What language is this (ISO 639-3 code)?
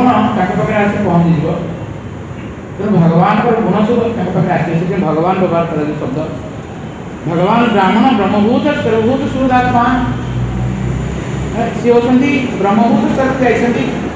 ori